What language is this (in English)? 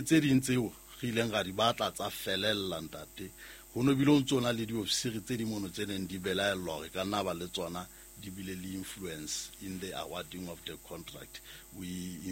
Southern Sotho